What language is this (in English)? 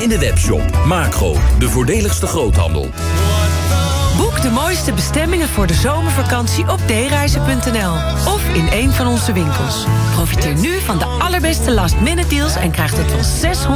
Dutch